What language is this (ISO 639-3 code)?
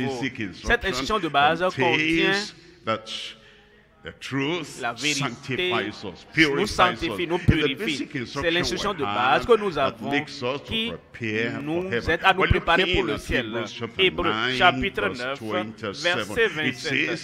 fra